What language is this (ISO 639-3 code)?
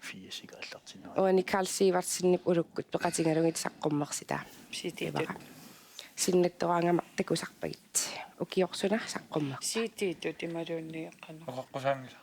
kal